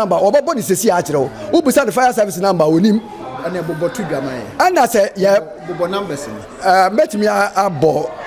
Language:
Akan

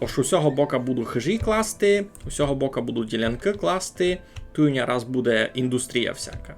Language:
Rusyn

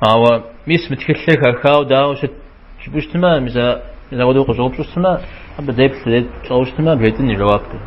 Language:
Kabardian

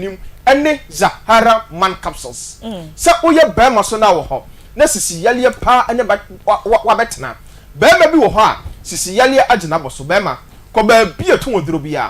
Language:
Akan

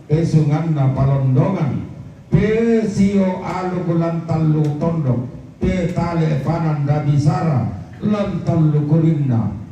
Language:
Toraja-Sa'dan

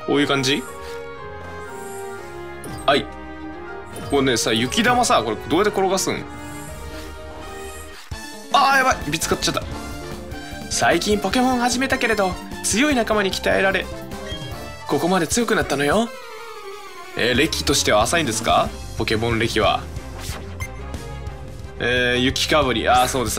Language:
Japanese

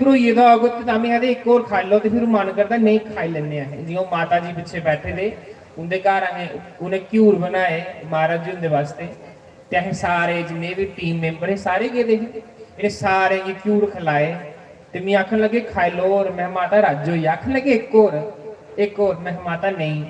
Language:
Dogri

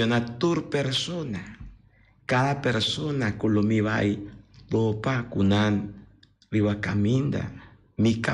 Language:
Papiamento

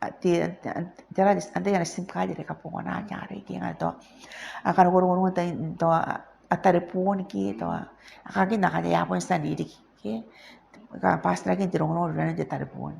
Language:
Gilbertese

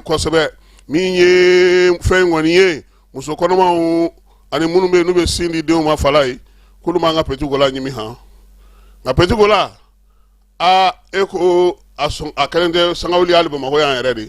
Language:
Bambara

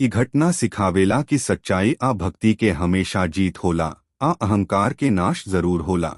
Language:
Bhojpuri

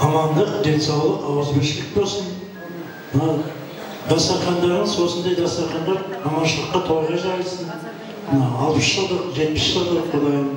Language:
Kara-Kalpak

